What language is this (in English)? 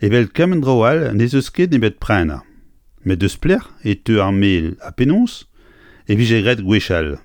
Breton